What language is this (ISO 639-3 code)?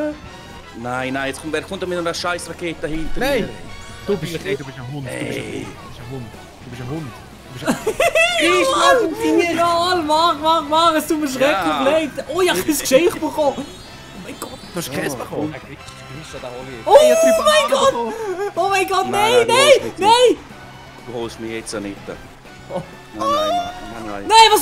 gsw